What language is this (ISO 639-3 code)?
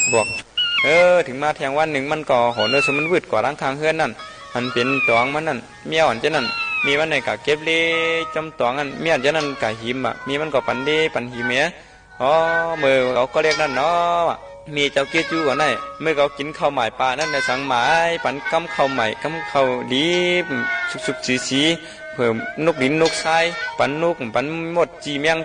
shn